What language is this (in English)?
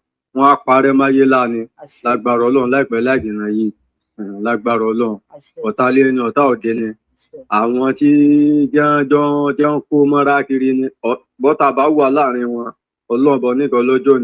Yoruba